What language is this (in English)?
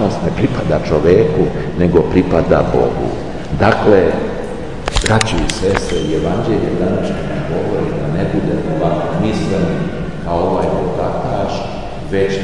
Serbian